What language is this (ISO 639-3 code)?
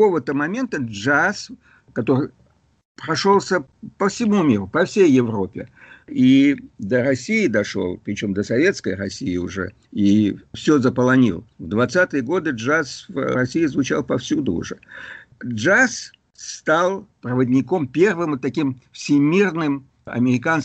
rus